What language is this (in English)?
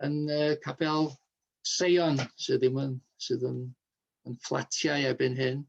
Welsh